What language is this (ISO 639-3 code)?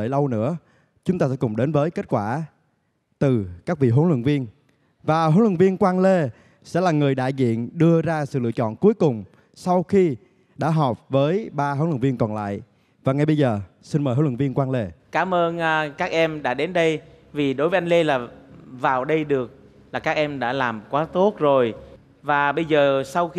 vie